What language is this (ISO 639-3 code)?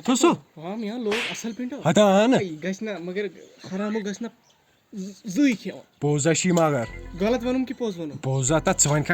kas